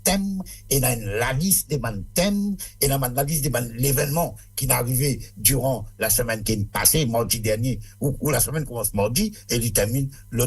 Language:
Morisyen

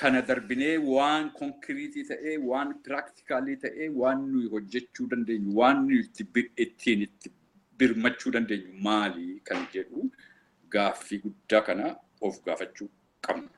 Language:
Oromo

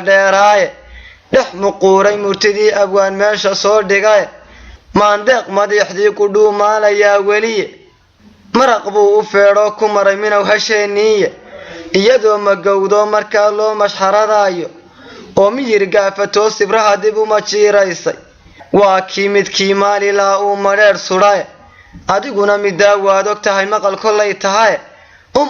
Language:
Somali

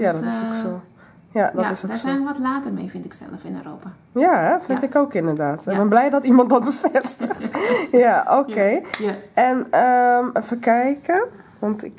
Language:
Dutch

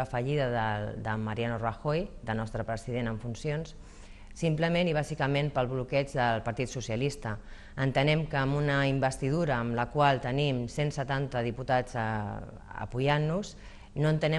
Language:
Catalan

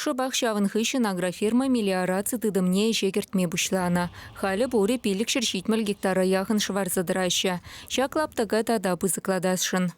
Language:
Chuvash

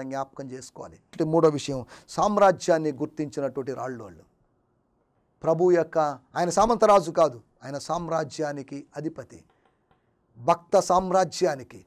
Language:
Telugu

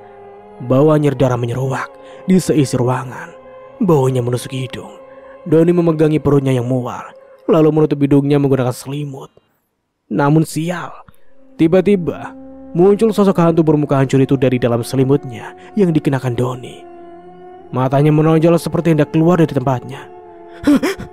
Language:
Indonesian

